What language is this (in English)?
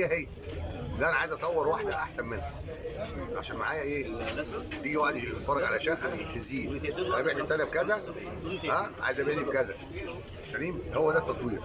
Egyptian Arabic